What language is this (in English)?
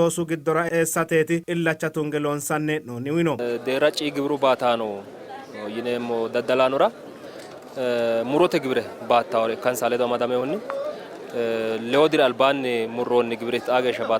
Sidamo